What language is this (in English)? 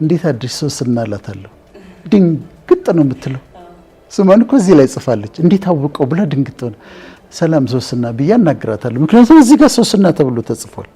Amharic